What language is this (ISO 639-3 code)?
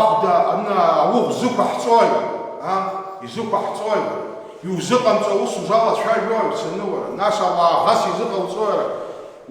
abk